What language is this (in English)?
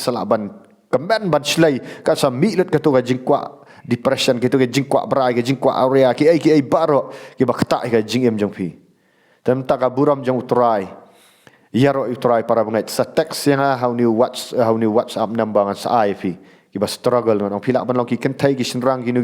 Khasi